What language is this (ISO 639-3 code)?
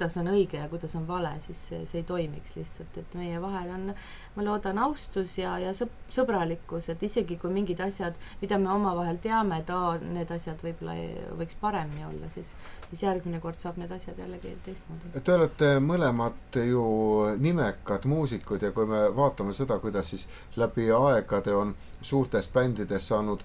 est